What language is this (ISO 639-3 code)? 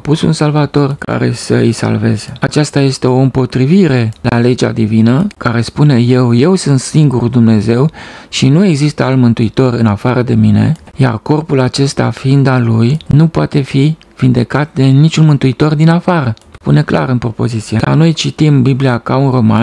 ron